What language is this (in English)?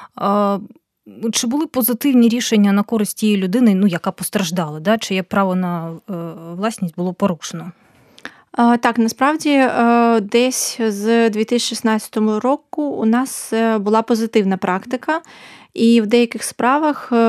Ukrainian